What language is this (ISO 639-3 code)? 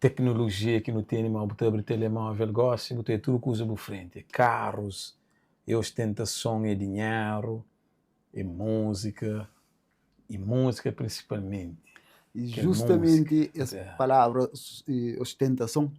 kea